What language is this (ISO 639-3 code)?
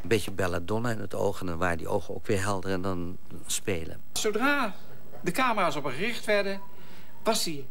nld